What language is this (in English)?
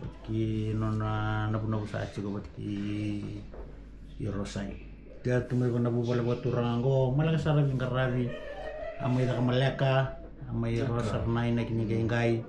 Fijian